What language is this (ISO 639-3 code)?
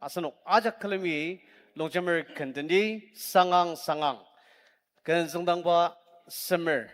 njo